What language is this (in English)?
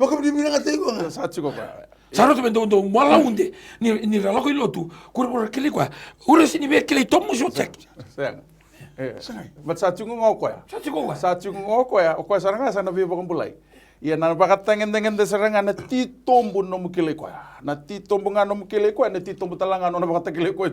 Fijian